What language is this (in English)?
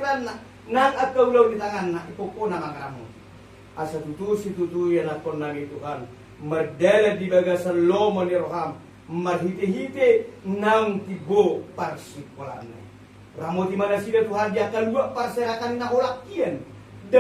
Batak Toba